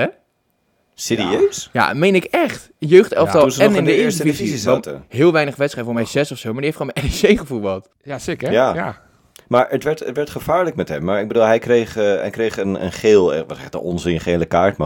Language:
Dutch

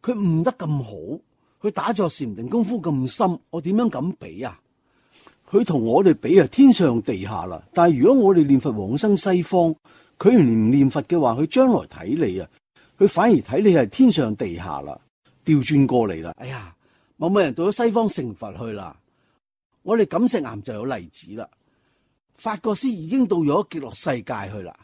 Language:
Cantonese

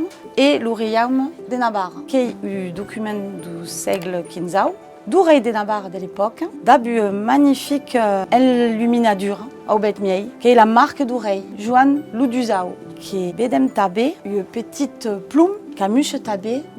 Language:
Occitan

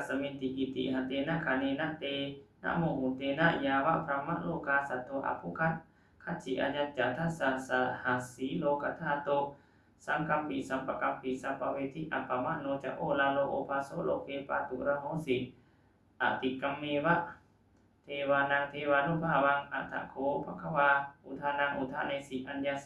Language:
Pali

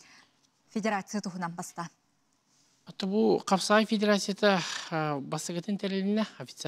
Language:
Yakut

